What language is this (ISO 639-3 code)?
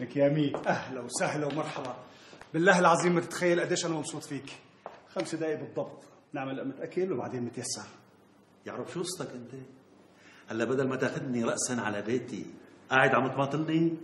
apc